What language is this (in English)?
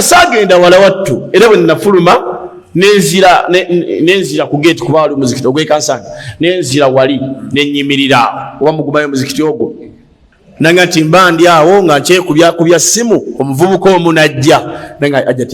Ganda